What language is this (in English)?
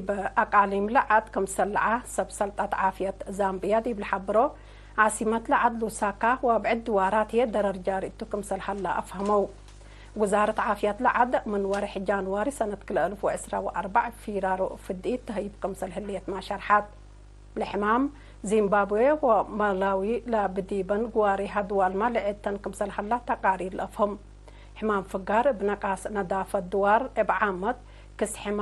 Tigre